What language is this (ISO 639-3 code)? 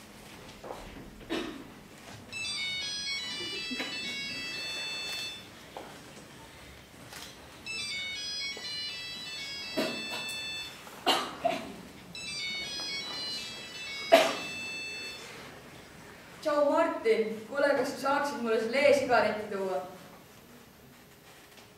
est